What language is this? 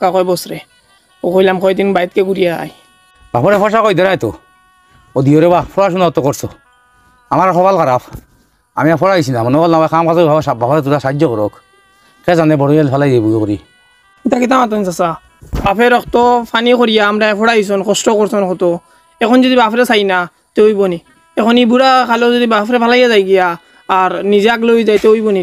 Sylheti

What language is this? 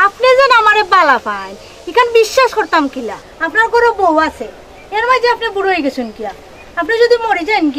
Sylheti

